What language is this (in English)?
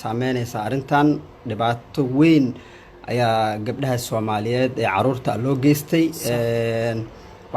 Somali